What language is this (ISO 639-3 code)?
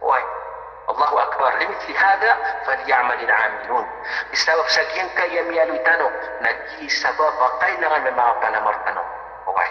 mrw